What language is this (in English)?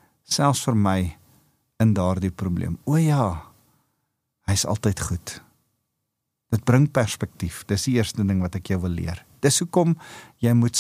Afrikaans